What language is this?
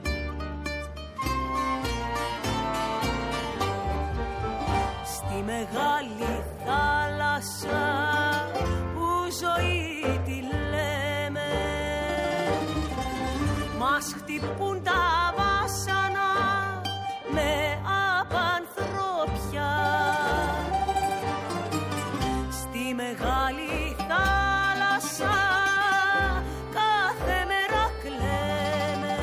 Greek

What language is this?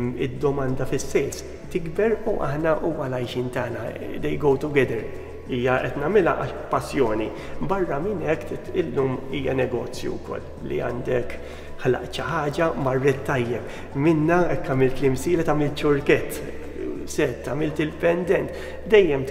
Maltese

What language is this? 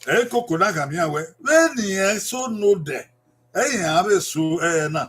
Bini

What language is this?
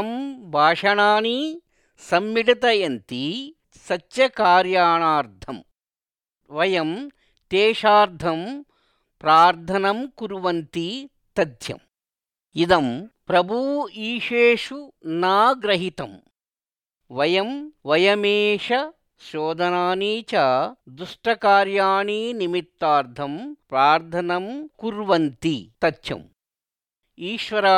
Sanskrit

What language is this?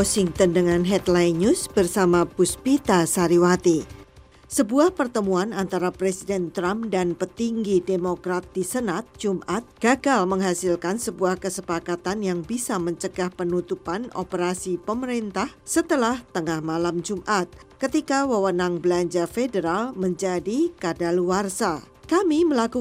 Indonesian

